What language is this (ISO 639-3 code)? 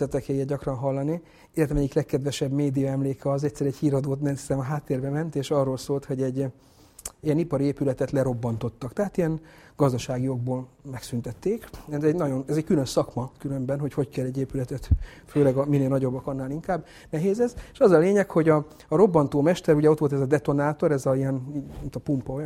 hun